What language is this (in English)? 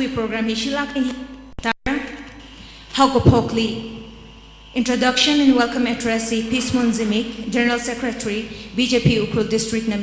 Tangkhul Naga (India)